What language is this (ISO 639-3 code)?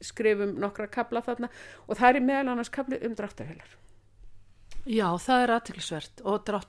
isl